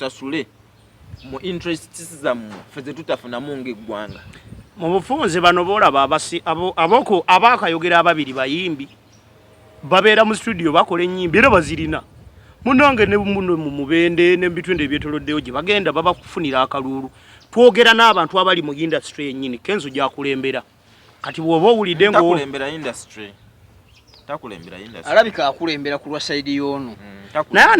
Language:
Ganda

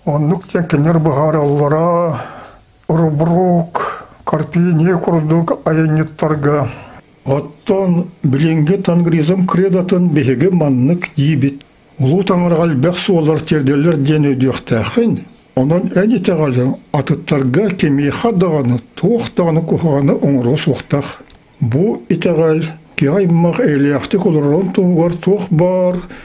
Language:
Yakut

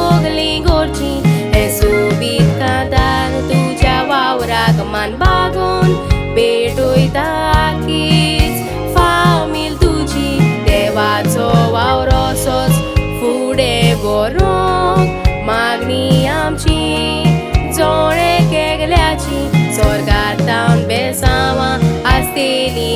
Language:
Konkani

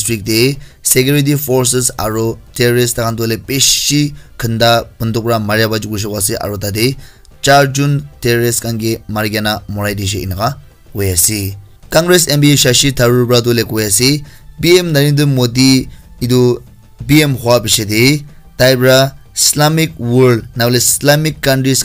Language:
Naga Pidgin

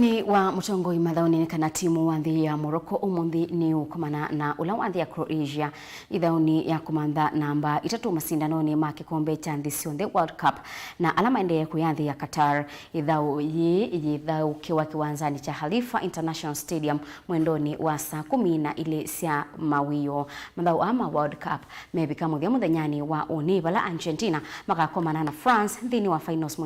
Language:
Kamba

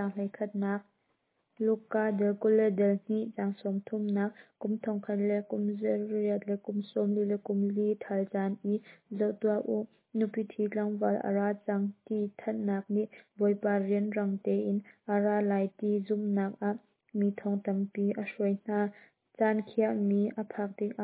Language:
Hakha Chin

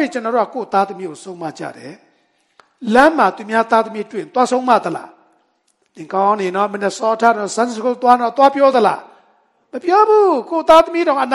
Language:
Burmese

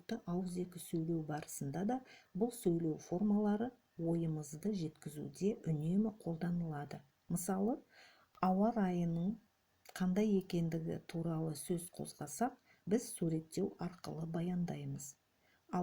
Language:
Kazakh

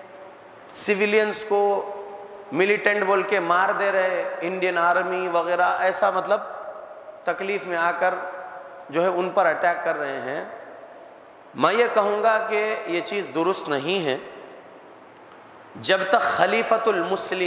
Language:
Urdu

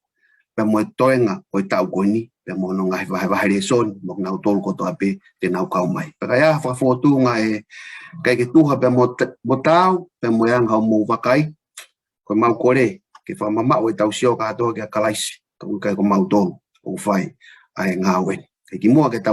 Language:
Tongan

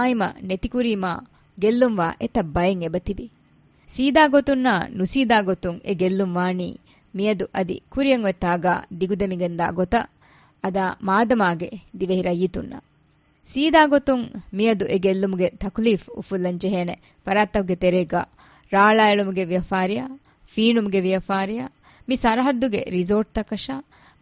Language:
Divehi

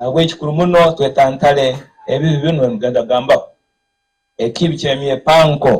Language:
Nyankole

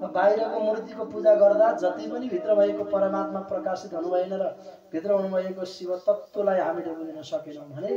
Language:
Nepali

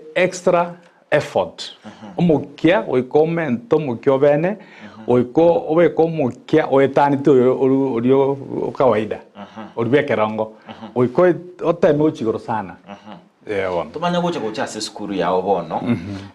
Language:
Gusii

